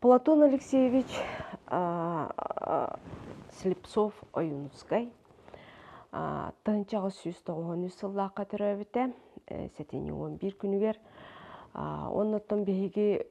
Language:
Yakut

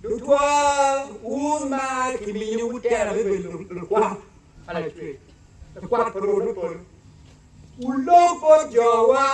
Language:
Acoli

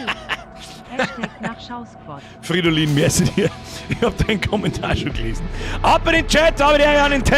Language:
Bavarian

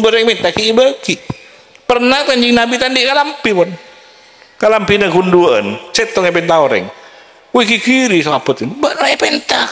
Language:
Madurese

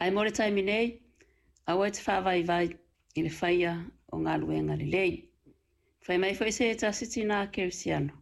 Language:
Samoan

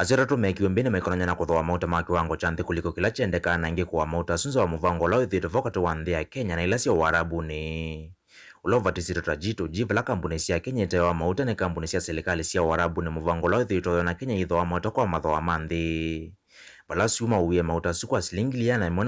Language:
Kamba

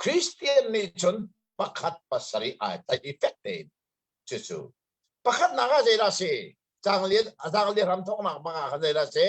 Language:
Hakha Chin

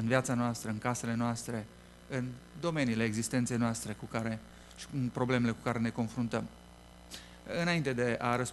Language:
Romanian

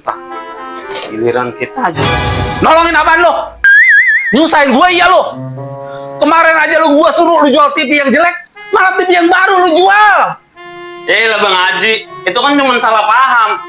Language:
Betawi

